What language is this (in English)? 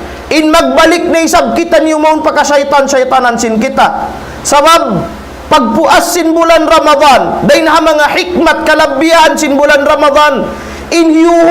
Tausug